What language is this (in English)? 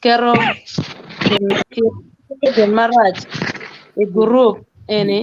Acoli